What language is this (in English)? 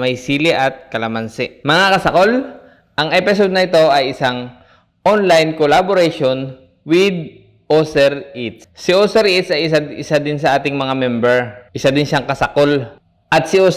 Filipino